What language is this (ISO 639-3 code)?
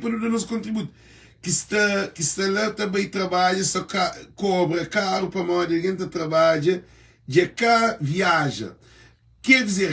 kea